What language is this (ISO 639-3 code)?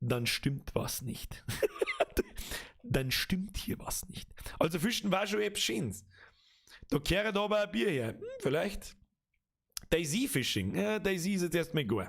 bar